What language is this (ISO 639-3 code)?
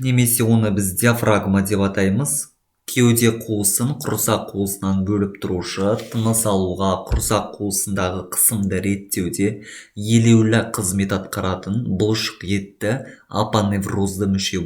kaz